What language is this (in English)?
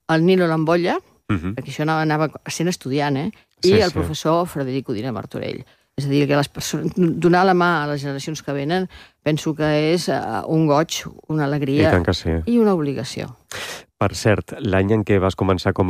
Catalan